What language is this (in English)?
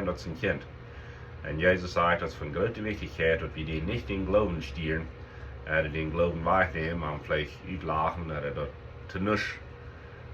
Plautdietsch